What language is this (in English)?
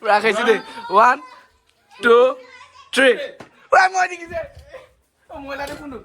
Naga Pidgin